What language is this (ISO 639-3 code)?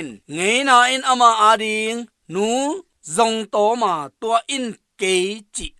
ctd